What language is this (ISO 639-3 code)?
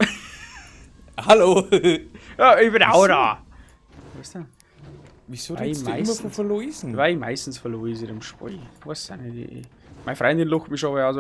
bar